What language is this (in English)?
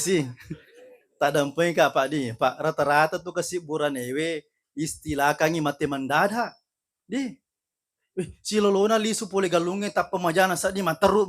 Buginese